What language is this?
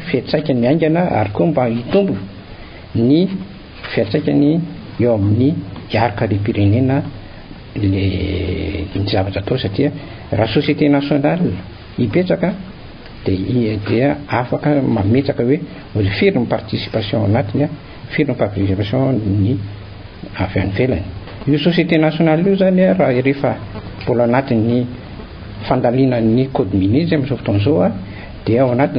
Malagasy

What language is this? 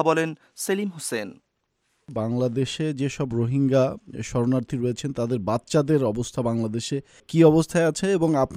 Bangla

